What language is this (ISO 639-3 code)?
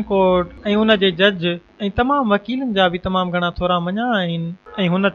snd